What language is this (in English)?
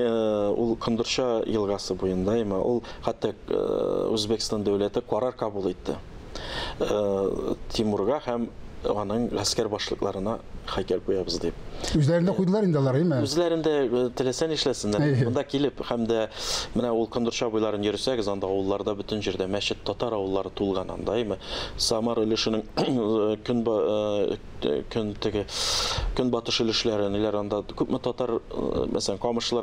Tatar